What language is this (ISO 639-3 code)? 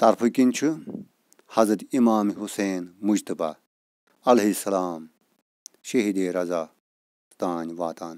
kas